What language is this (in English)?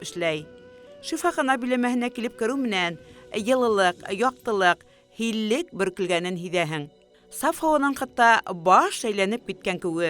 Bashkir